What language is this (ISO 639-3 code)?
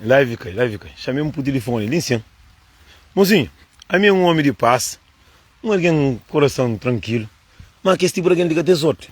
kea